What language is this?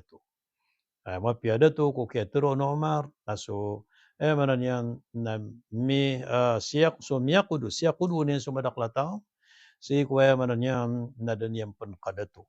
Maranao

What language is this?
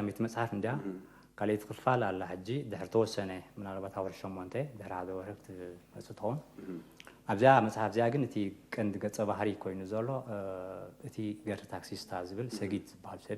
Tigrinya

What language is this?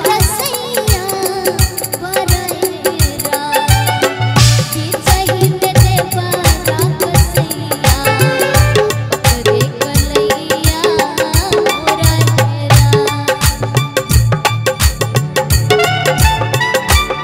Bhojpuri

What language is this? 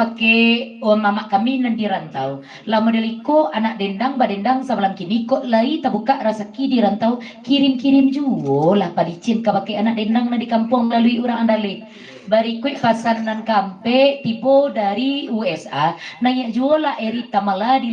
Minangkabau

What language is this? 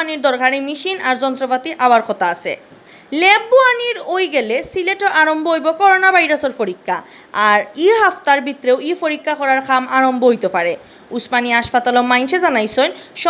Sylheti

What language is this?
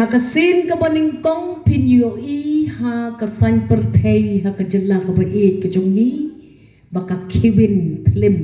Khasi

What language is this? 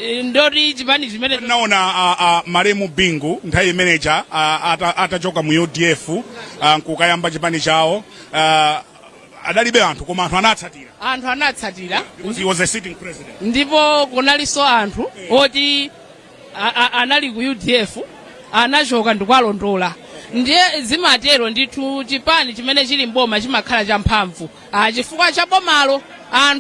Nyanja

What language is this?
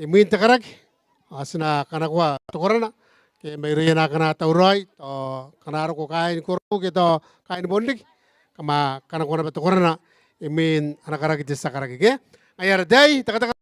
Gilbertese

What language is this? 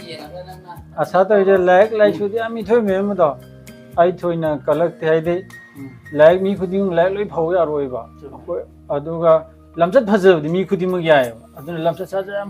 Manipuri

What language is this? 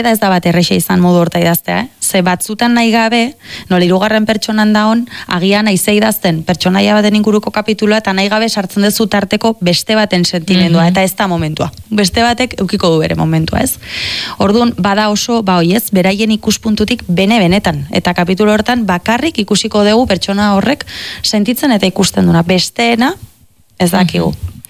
Basque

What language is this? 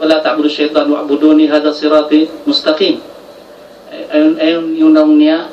Tausug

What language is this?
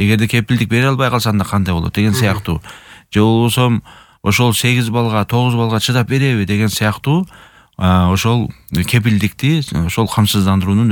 Kyrgyz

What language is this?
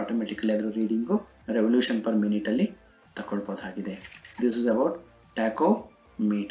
Kannada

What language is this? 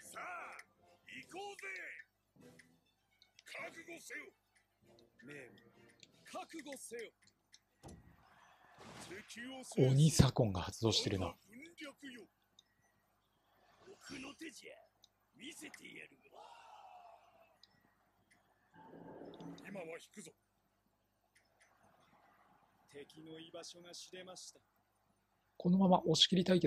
Japanese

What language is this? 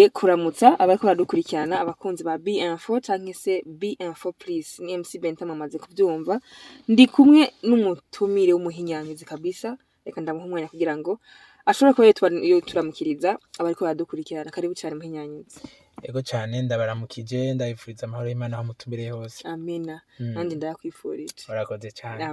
Rundi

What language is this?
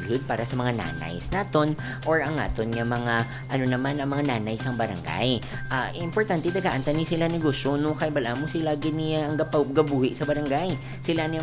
Hiligaynon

